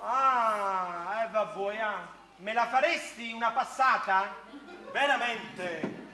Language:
Neapolitan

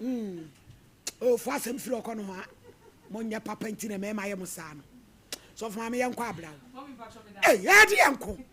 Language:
Akan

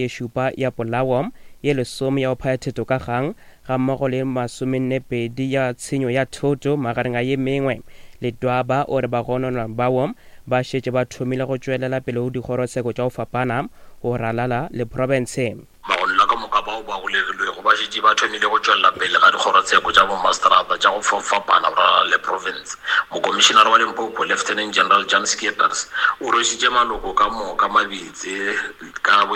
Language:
Northern Sotho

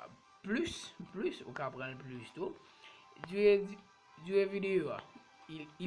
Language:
Haitian Creole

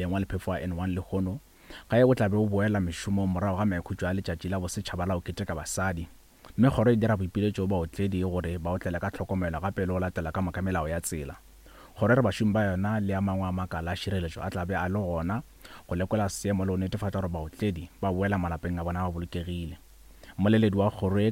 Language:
Northern Sotho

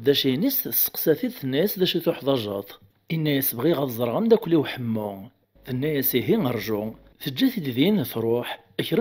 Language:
Kabyle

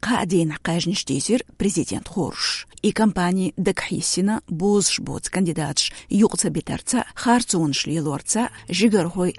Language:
Chechen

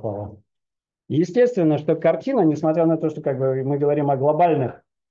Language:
Russian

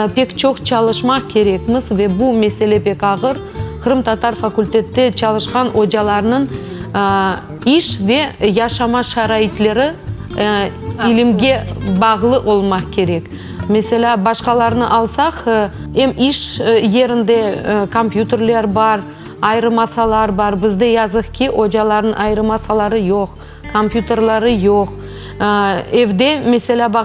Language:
Crimean Tatar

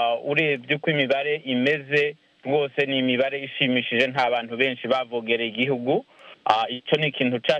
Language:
Kinyarwanda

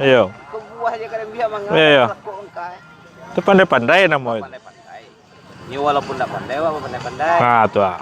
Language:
Minangkabau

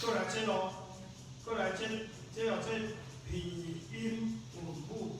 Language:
Min Nan Chinese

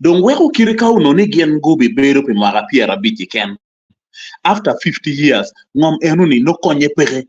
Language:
Acoli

